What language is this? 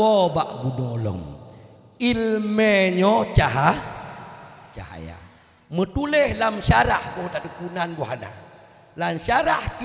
Achinese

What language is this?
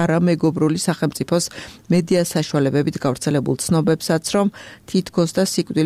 Georgian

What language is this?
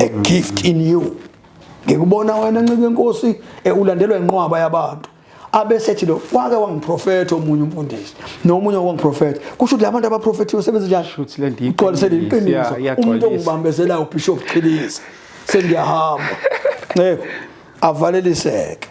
Zulu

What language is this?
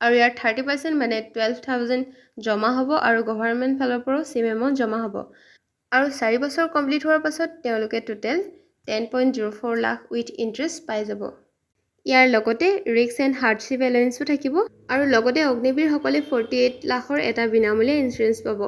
Assamese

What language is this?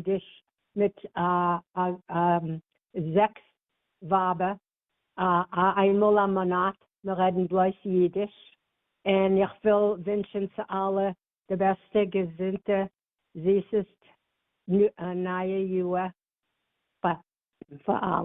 Yiddish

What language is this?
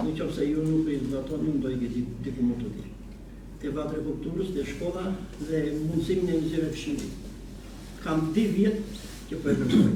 Albanian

